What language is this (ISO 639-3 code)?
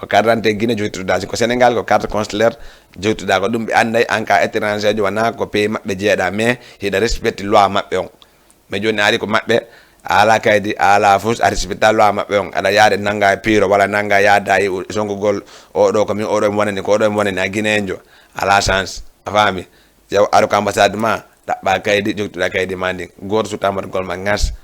ful